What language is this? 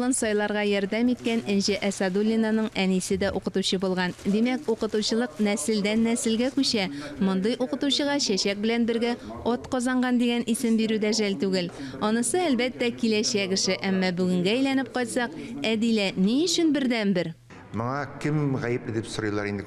Tatar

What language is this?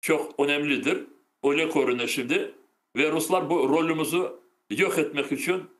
Crimean Tatar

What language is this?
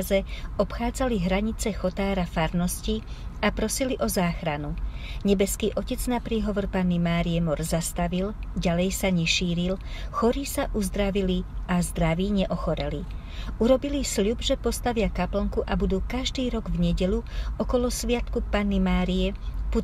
Slovak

